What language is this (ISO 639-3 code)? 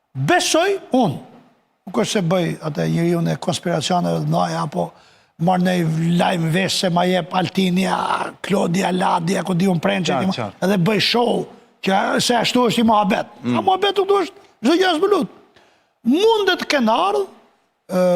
sqi